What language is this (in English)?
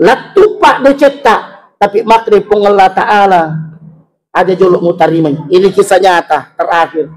Buginese